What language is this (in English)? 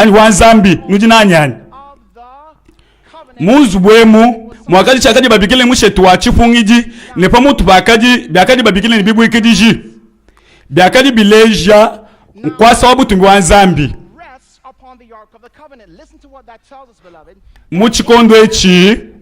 Luba-Lulua